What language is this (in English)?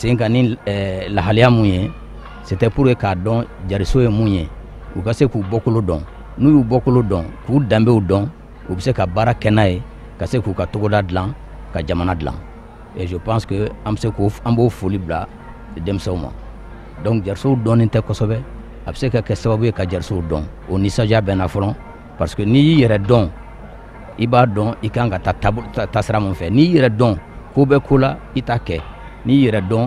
Bambara